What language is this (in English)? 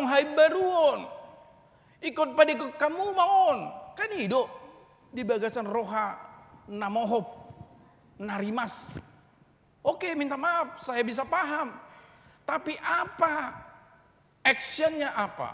Batak Toba